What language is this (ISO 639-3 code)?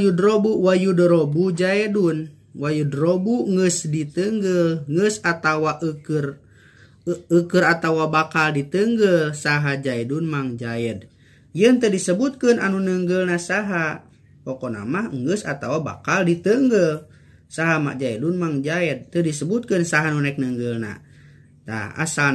sun